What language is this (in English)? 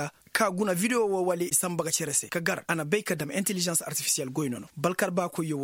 Koyraboro Senni